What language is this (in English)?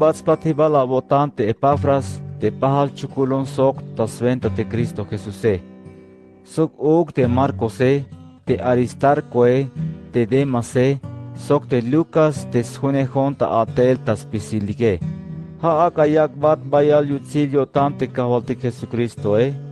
Tzeltal